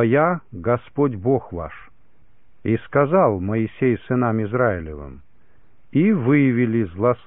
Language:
Russian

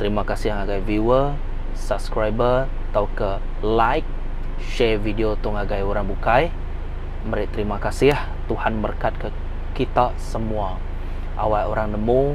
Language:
Iban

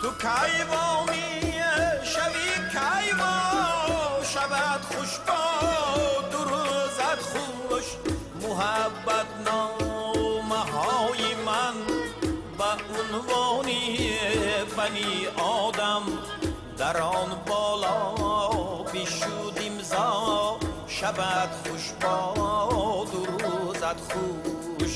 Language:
Tajik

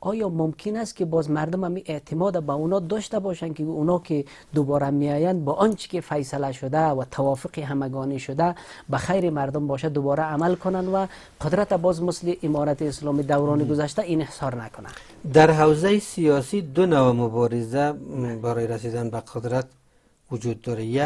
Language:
Persian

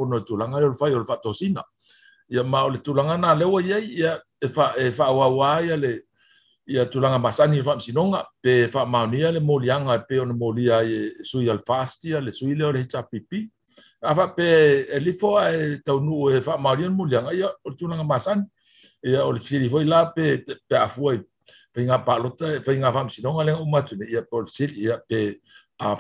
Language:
Samoan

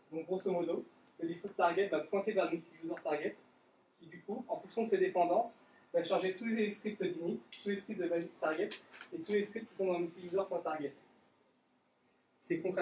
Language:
French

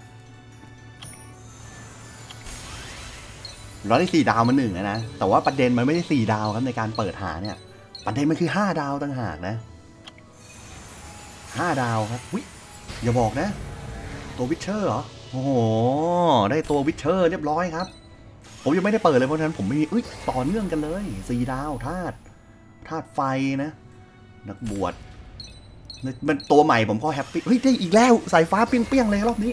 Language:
Thai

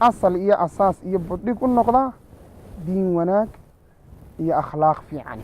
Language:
Somali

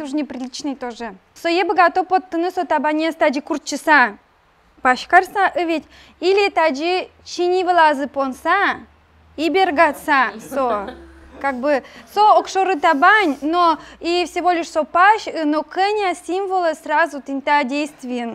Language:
Udmurt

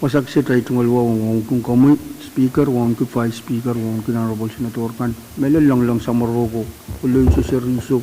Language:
Pohnpeian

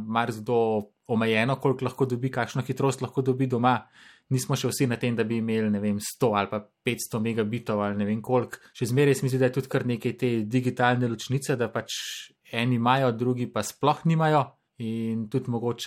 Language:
Slovenian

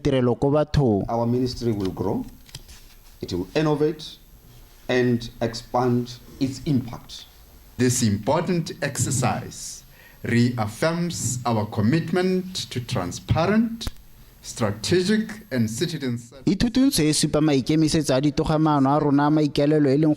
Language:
Tswana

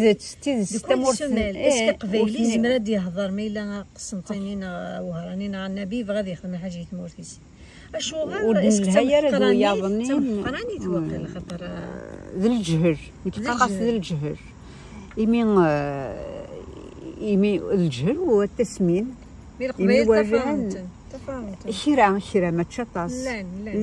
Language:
Kabyle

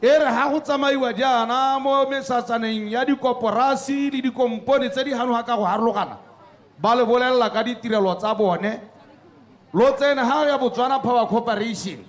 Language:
Tswana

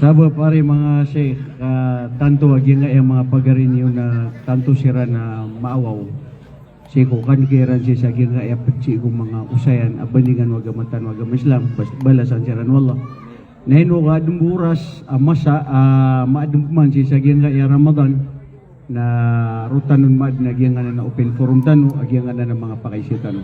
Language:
Maranao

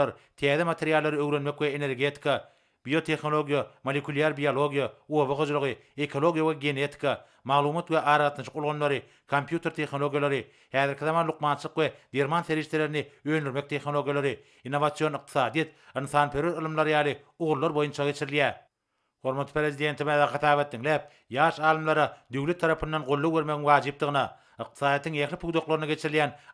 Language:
Turkmen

